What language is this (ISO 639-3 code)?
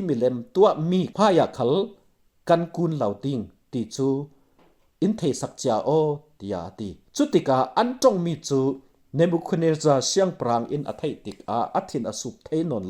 cfm